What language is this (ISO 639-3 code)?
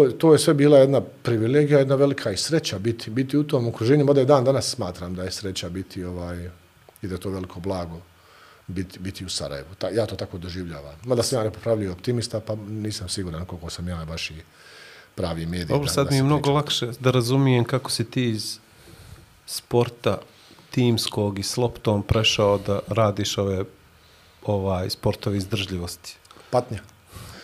bos